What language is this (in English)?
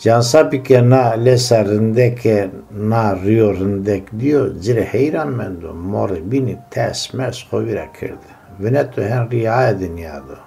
Zaza